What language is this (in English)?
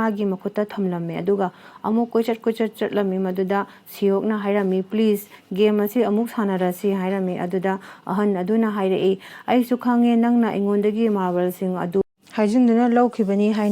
Manipuri